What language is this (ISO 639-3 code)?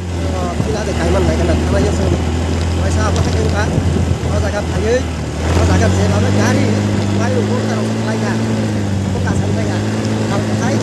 trp